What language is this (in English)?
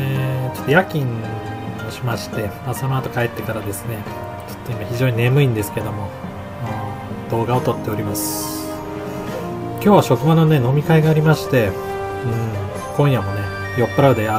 Japanese